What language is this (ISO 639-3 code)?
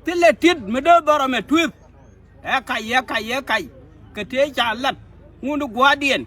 nus